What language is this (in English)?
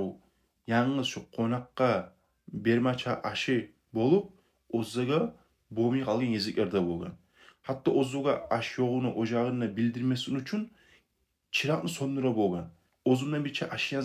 Kumyk